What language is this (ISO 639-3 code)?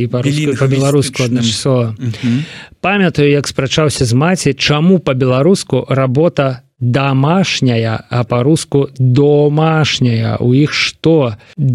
bel